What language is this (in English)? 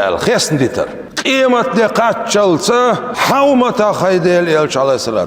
Chechen